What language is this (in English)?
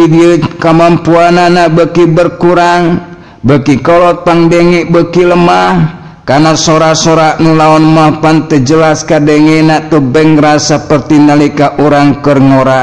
Sundanese